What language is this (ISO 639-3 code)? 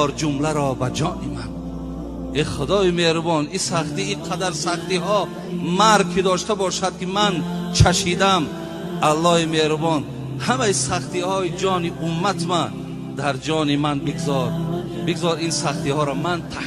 tgk